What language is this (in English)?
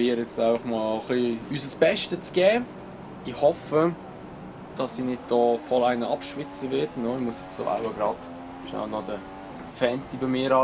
Swiss German